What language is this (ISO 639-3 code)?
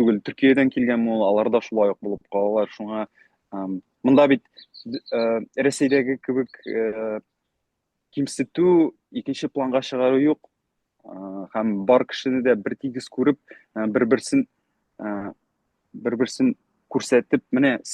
bak